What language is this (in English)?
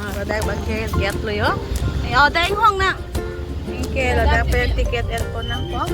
Karbi